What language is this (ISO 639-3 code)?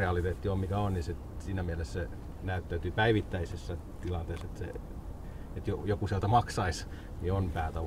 fin